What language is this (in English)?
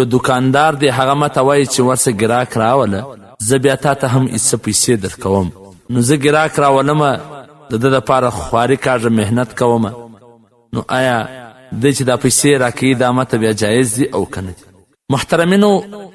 Pashto